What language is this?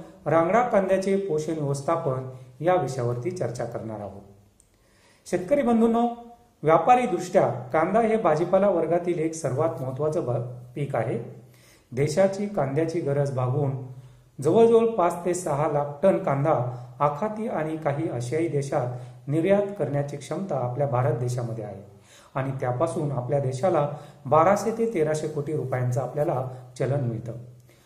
Marathi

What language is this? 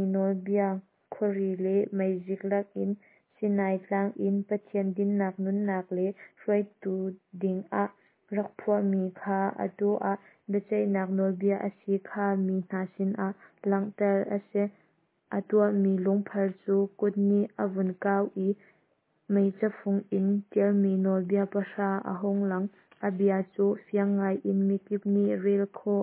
Hakha Chin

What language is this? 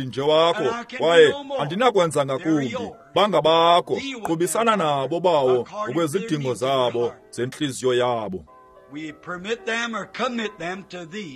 Xhosa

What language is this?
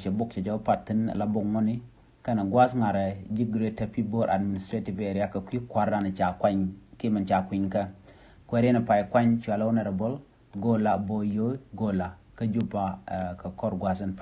Nuer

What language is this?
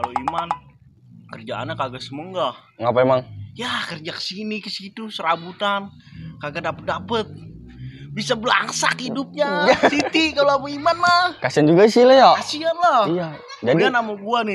Betawi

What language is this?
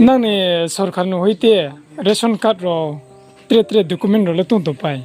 Riang (India)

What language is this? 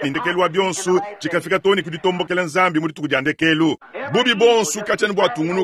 Luba-Lulua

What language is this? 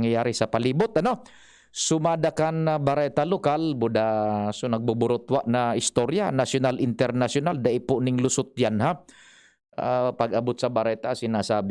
Bikol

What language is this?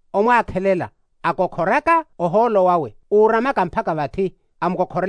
Makhuwa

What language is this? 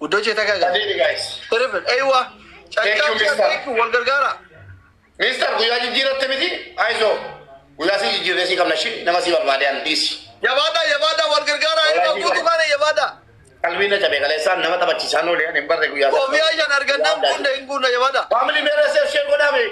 Oromo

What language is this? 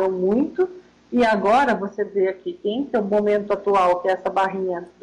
Portuguese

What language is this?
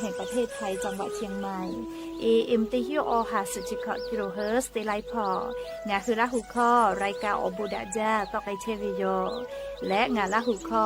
Lahu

